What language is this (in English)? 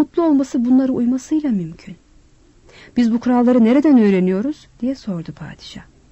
Turkish